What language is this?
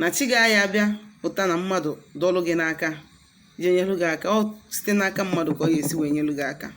Igbo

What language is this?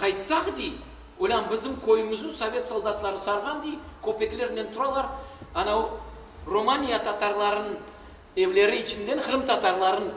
Crimean Tatar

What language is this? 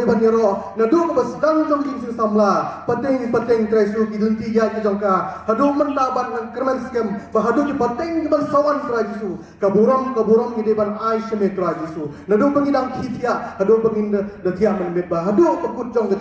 Khasi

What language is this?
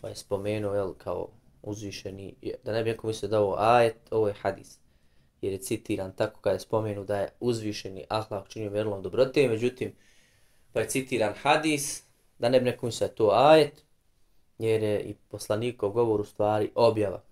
Bosnian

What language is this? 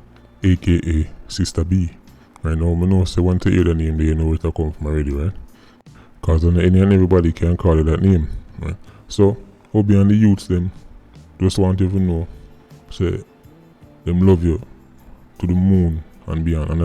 Jamaican Creole English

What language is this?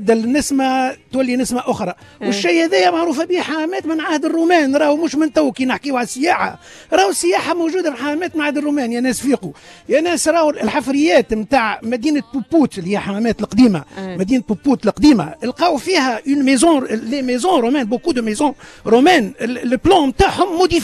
Tunisian Arabic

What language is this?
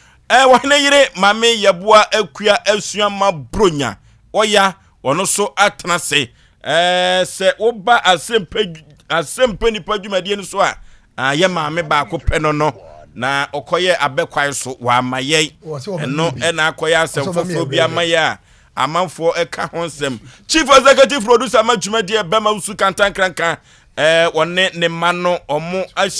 Akan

